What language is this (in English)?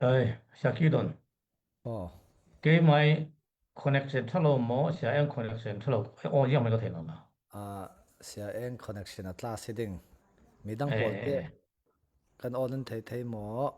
Falam Chin